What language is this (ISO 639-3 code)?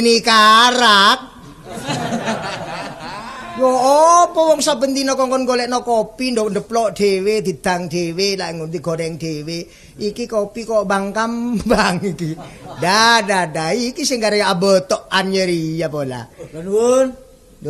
jav